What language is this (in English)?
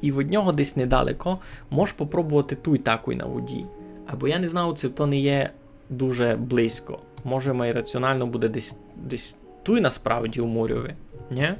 Rusyn